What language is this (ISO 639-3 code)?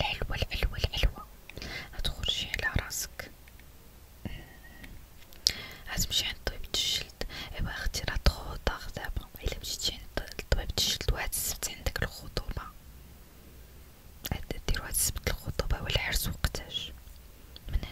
ary